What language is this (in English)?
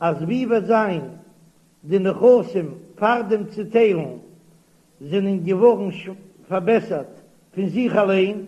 Yiddish